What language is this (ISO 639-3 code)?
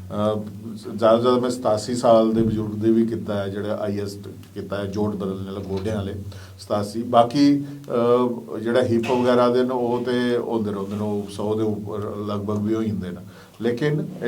doi